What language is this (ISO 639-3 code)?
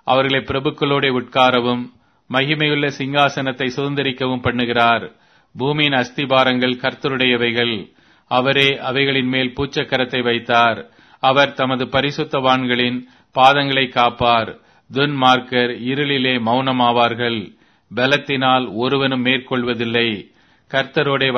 tam